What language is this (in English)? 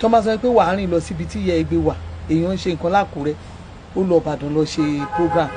Yoruba